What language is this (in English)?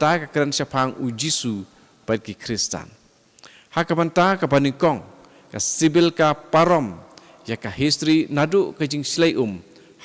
Khasi